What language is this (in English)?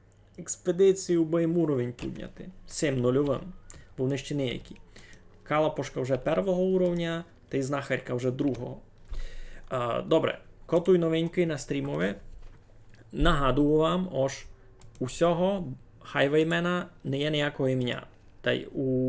Rusyn